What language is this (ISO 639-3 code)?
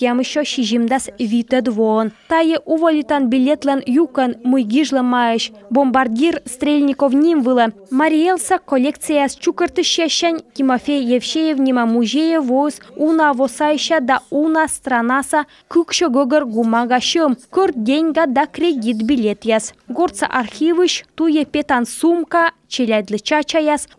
kom